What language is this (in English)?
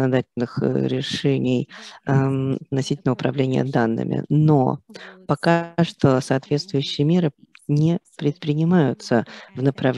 Russian